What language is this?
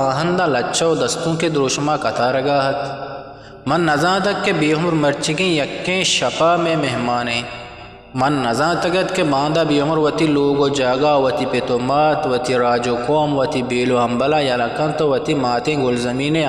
Eastern Balochi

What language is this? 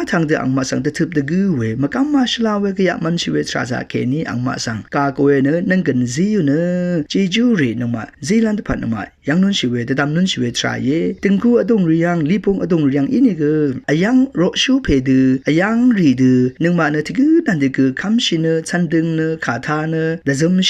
Rawang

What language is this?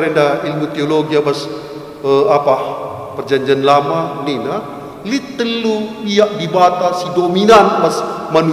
Batak Karo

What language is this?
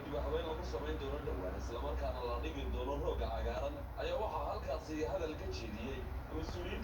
Somali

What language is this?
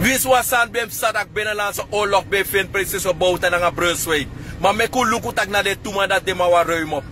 Sranan Tongo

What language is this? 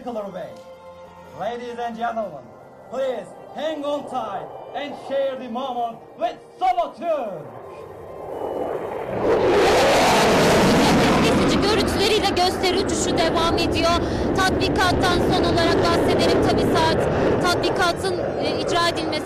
Turkish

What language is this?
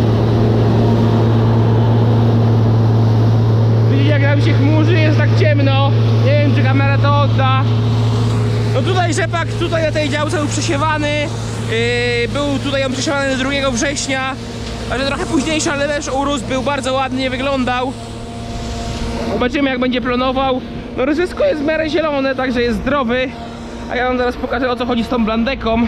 Polish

